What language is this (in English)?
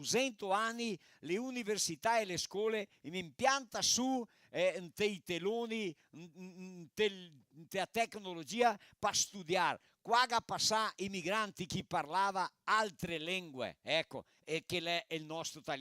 Venetian